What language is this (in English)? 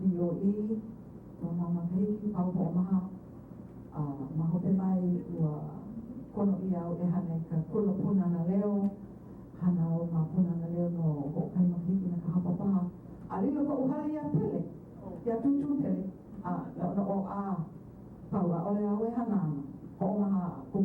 Hawaiian